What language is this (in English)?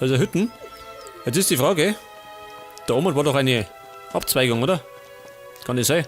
Bavarian